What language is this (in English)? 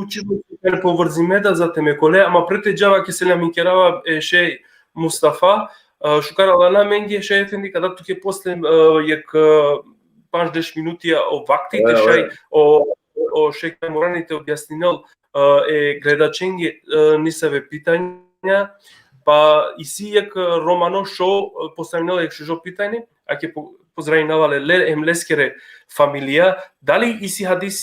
Balkan Romani